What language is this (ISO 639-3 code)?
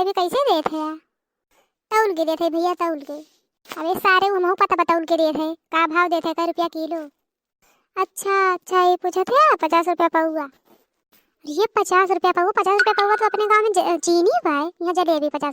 awa